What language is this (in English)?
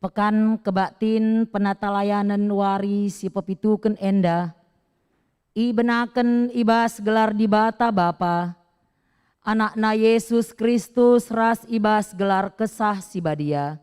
Batak Karo